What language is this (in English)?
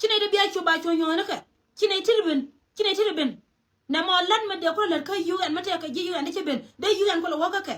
Nuer